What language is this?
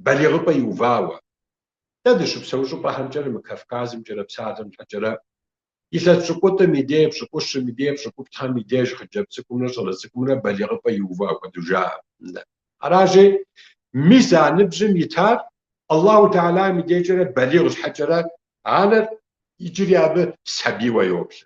Kabardian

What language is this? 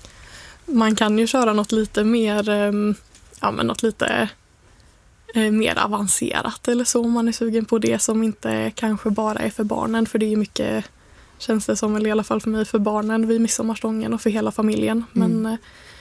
Swedish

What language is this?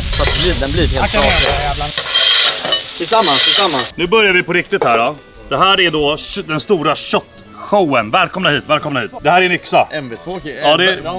Swedish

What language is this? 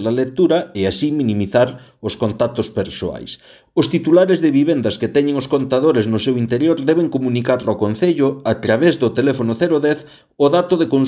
Galician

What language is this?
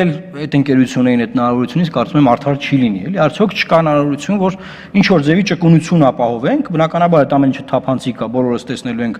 Armenian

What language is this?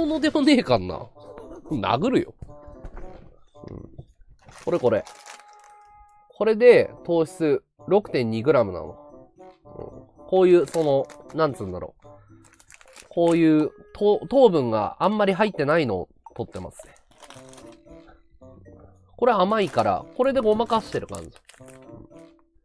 Japanese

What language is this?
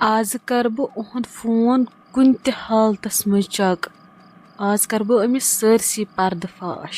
Kashmiri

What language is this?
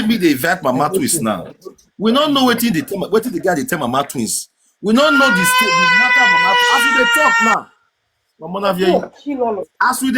Nigerian Pidgin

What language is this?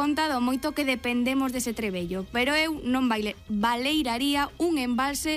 Galician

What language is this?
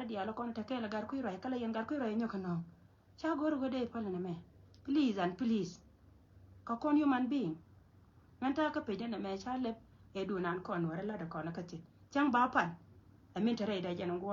Nuer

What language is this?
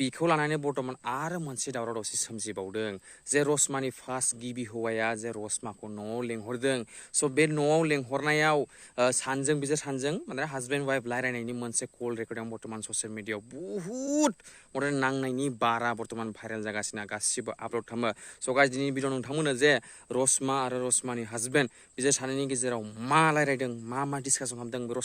Bodo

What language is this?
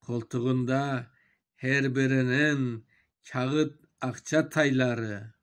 Crimean Tatar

